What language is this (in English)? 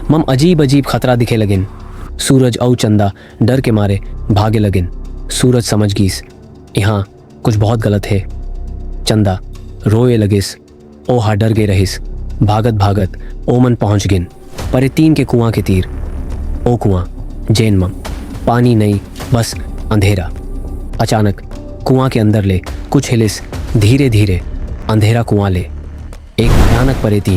Chhattisgarhi